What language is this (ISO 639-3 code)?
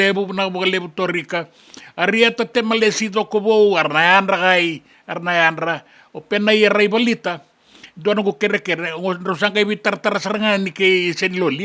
fij